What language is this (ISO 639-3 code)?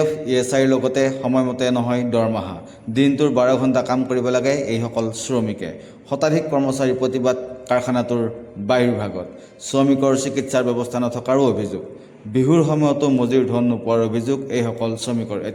asm